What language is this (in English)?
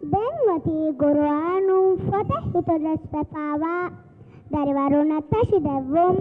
Divehi